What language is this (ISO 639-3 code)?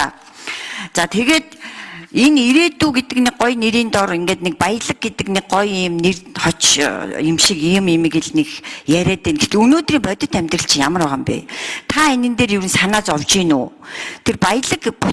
mon